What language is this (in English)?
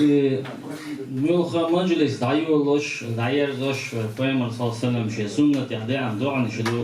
Chechen